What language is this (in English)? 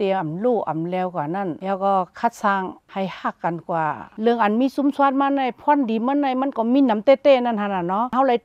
Shan